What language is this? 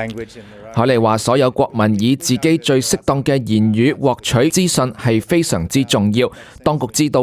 Cantonese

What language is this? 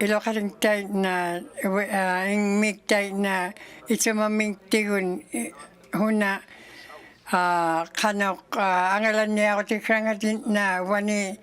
Inuktitut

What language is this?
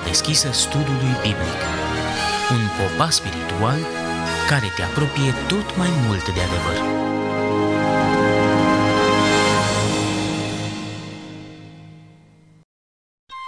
Romanian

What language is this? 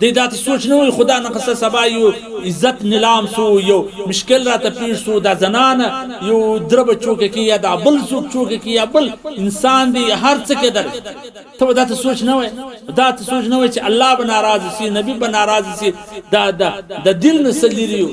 Pashto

